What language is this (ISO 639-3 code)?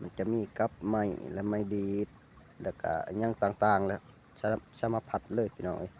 lao